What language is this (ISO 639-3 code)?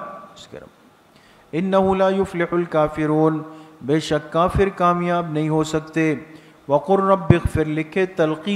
urd